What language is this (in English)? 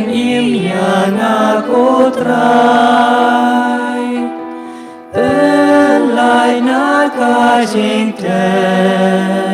Khasi